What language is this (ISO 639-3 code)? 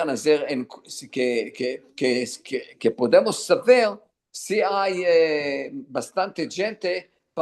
lad